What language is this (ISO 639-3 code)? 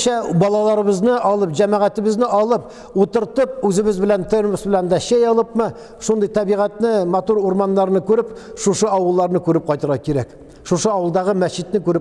tat